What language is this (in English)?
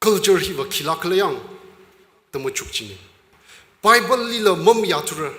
Tangkhul Naga (India)